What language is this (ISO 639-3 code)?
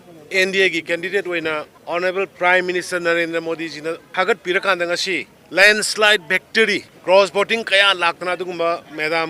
mni